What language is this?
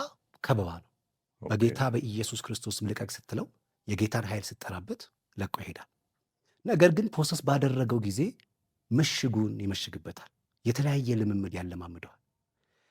Amharic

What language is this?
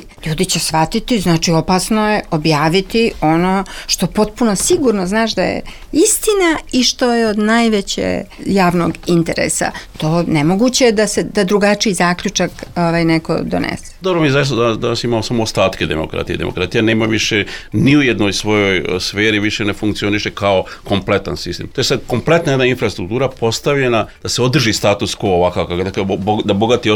Serbian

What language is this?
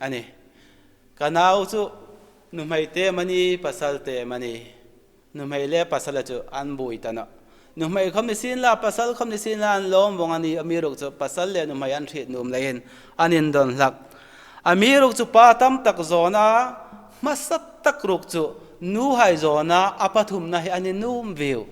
Hmar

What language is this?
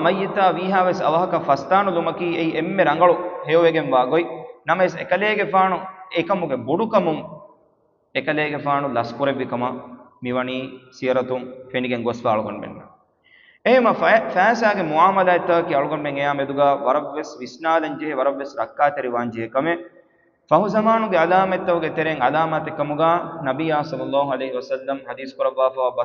Divehi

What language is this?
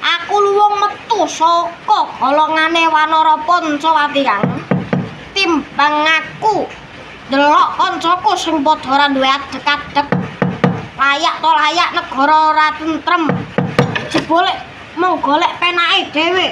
Javanese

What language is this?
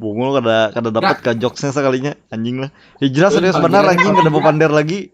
Banjar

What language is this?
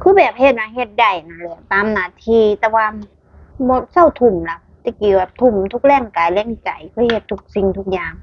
Lao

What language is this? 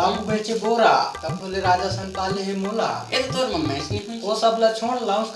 Chhattisgarhi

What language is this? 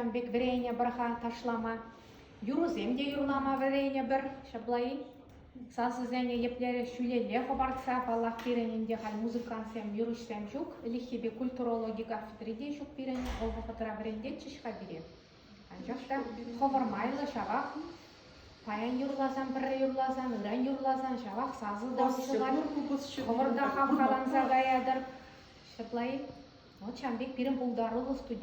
Chuvash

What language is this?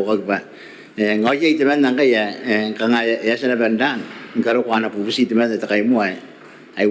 Gilbertese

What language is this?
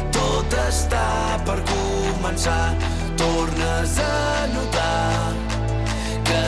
Catalan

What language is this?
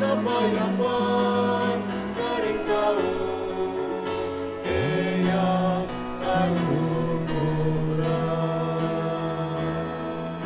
Pampanga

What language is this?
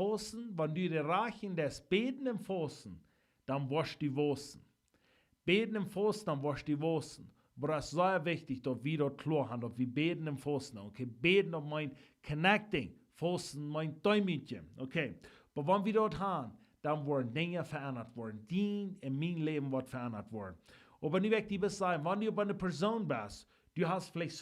Plautdietsch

